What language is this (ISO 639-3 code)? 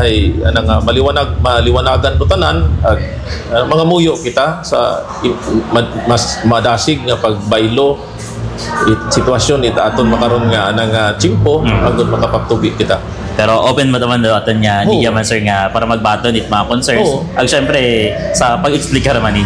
hil